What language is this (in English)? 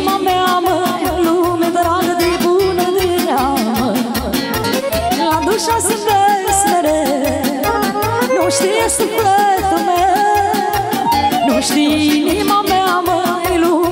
Romanian